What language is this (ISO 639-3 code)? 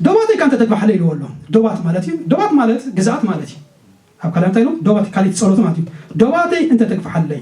tir